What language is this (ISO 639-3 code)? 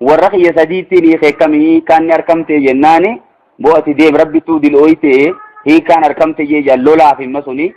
orm